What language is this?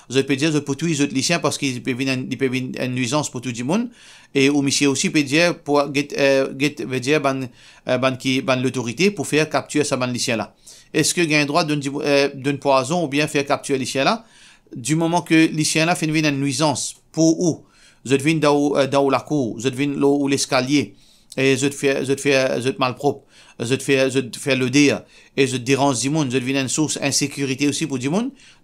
Morisyen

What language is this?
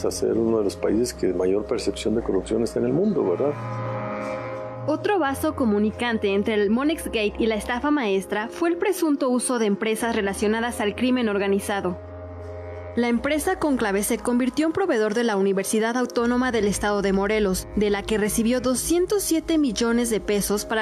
Spanish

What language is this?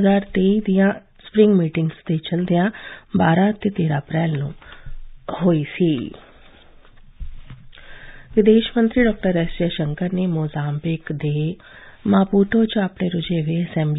Punjabi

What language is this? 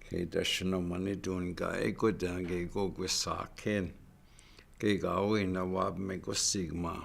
Chippewa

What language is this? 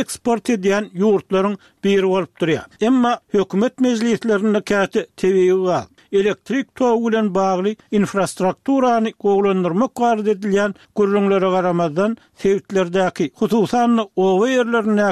Turkmen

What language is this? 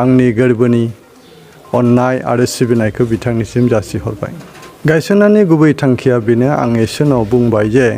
Bodo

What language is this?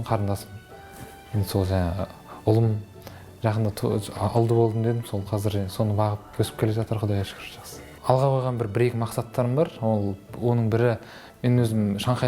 Kazakh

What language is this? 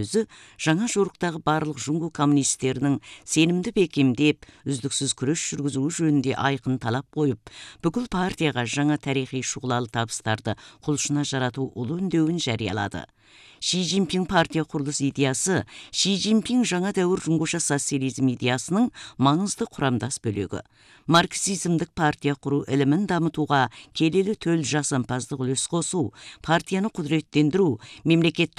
Kazakh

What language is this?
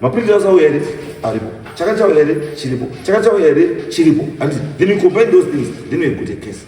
Shona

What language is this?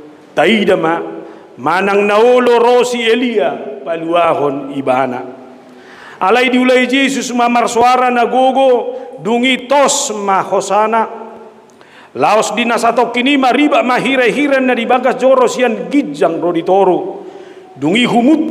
Batak Toba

